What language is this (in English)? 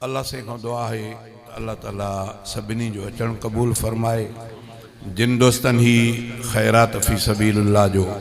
Sindhi